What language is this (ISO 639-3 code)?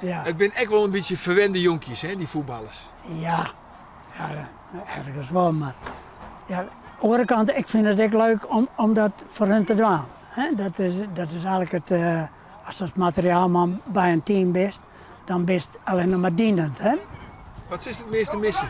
fry